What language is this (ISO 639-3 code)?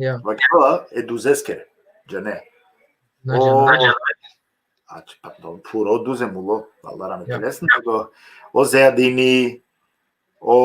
rmn